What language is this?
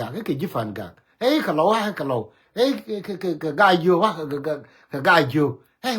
Nuer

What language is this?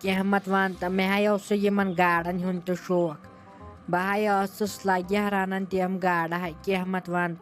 Kashmiri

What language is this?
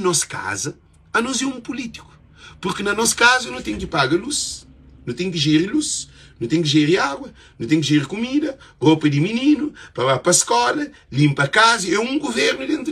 Kabuverdianu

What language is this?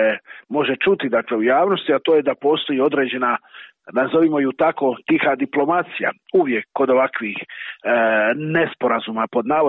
Croatian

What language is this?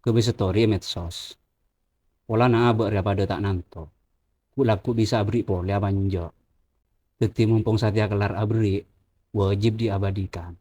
Madurese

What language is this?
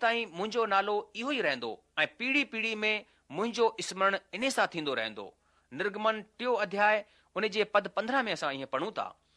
Sindhi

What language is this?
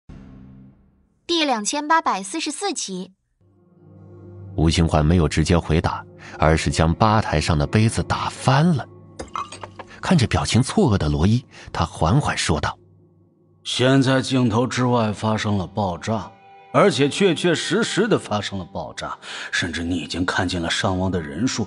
Chinese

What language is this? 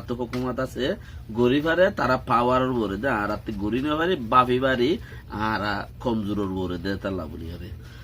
Rohingya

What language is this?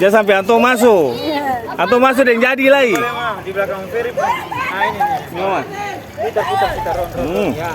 Ambonese Malay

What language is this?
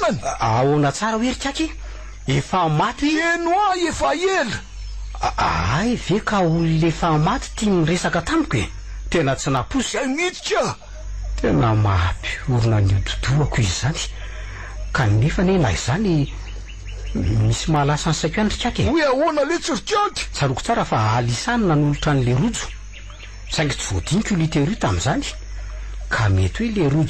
Malagasy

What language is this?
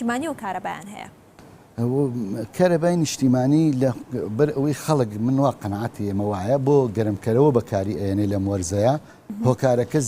Central Kurdish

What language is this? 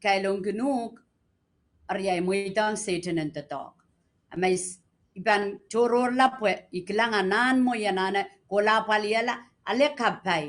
Pohnpeian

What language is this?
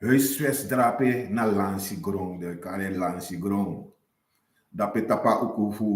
Sranan Tongo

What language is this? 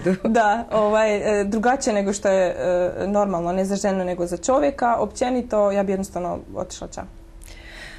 Croatian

